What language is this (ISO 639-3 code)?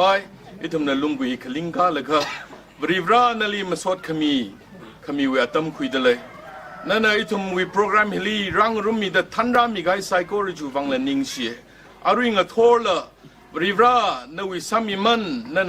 nmf